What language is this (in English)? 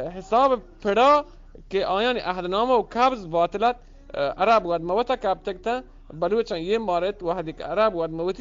Eastern Balochi